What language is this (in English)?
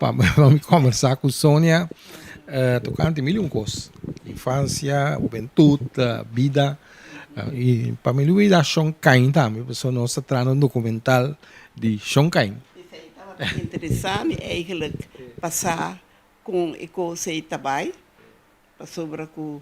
Papiamento